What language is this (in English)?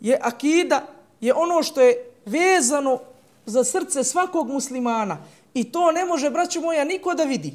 Bosnian